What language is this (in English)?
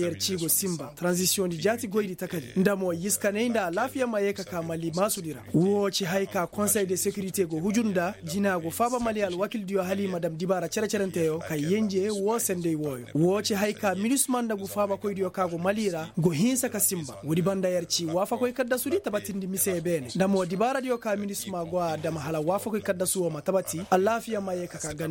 Koyraboro Senni